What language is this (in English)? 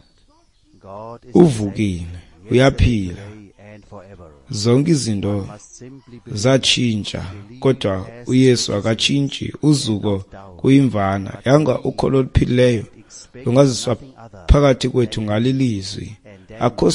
Xhosa